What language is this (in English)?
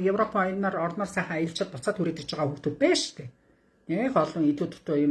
Mongolian